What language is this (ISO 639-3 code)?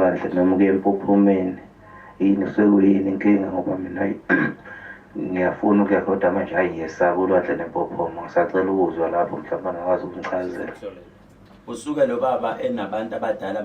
zul